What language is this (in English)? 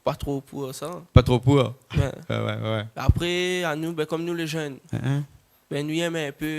Réunion Creole French